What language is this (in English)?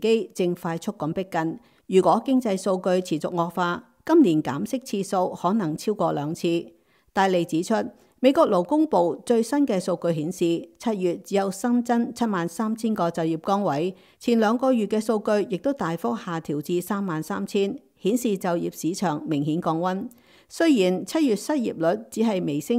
Cantonese